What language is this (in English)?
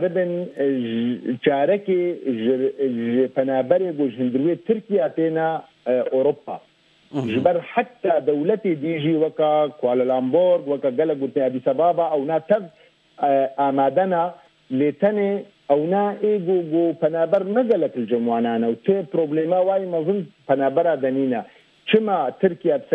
Kurdish